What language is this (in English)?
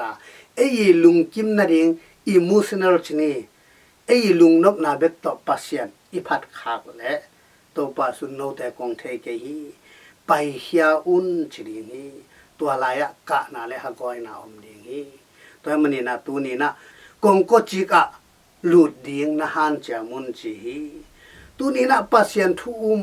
Tedim Chin